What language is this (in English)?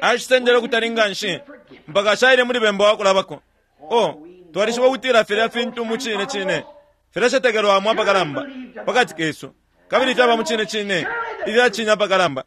Bemba